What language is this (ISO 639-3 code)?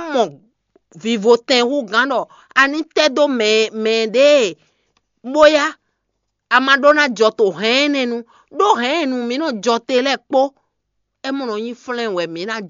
fon